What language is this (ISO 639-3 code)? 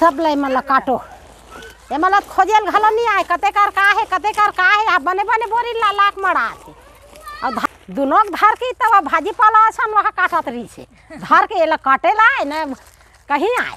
hne